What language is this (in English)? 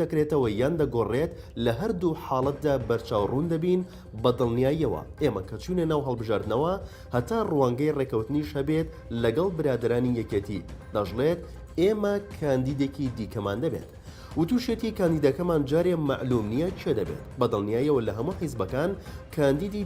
Central Kurdish